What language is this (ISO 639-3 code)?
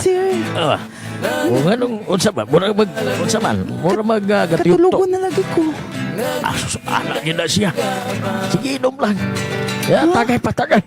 ceb